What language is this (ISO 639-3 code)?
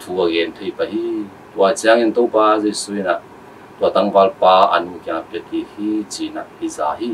ctd